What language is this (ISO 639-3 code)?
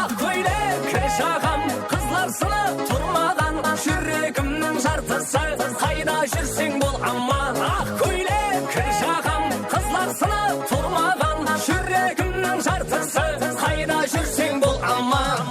kaa